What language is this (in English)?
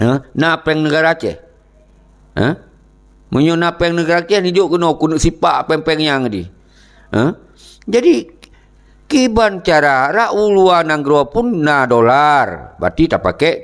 Achinese